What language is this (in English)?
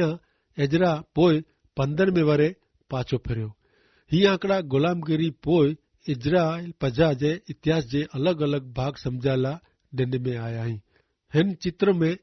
Kachhi